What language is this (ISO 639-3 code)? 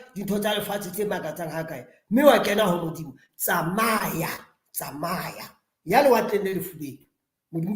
sot